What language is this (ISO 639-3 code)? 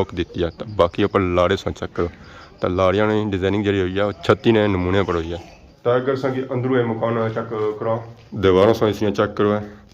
phr